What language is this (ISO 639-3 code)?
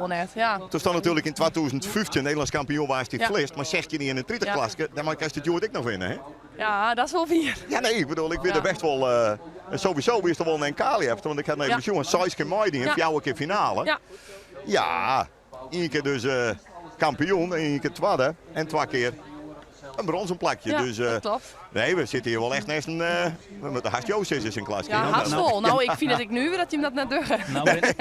fry